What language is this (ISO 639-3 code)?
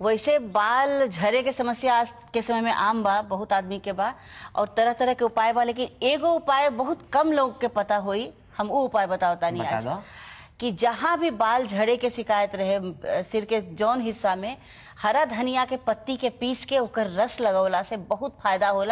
bho